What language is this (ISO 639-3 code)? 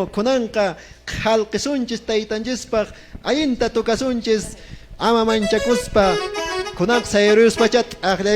que